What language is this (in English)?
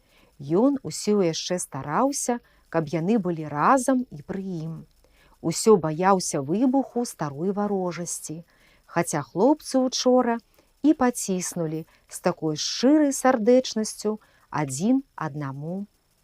Belarusian